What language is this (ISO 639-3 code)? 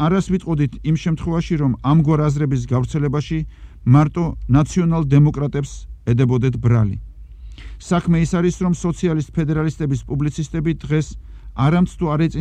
kat